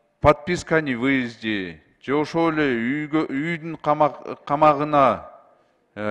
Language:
Kyrgyz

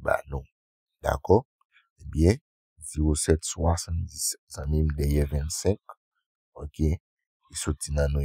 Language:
Haitian Creole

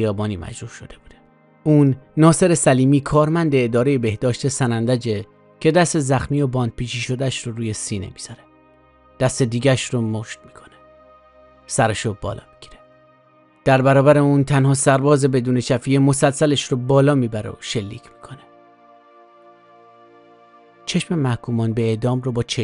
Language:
Persian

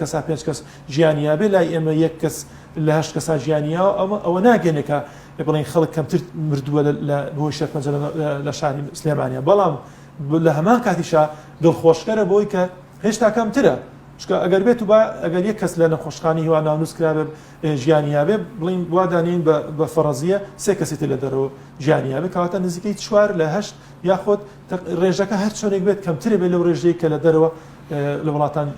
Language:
Central Kurdish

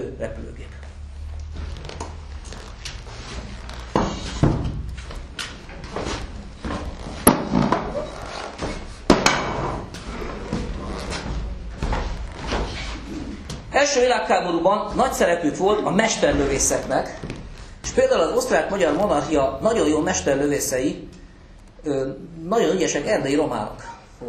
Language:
Hungarian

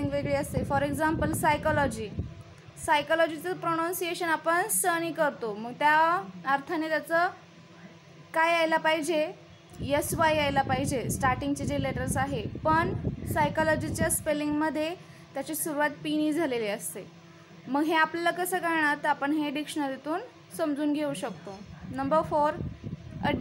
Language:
Marathi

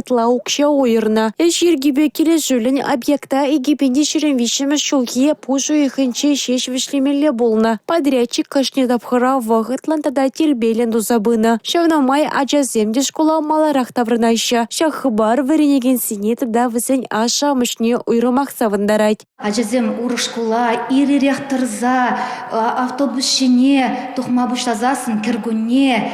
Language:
Chuvash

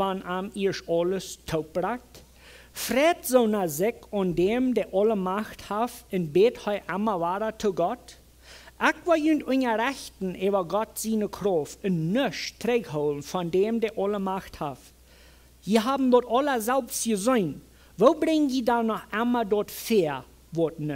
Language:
Plautdietsch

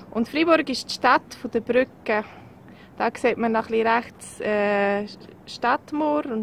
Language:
Swiss German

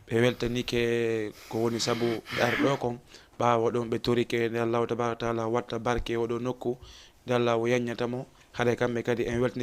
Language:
Fula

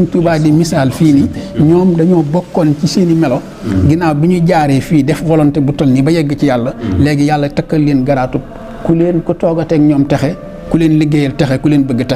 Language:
Wolof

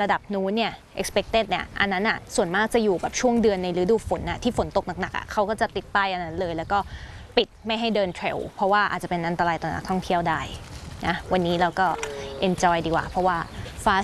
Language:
Thai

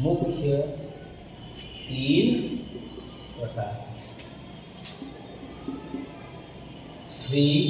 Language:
Hindi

